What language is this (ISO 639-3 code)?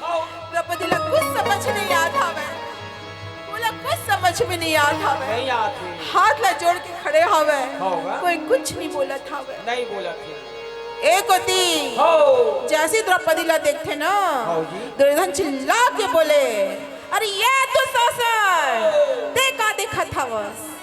hne